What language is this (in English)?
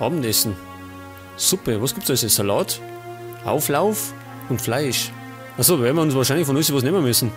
Bavarian